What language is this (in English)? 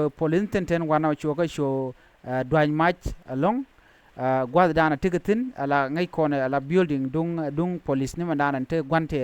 Nuer